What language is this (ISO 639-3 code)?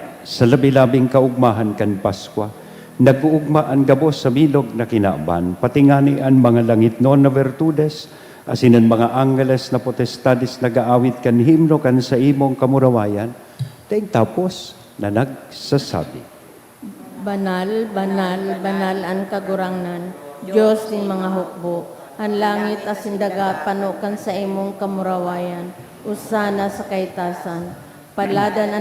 bik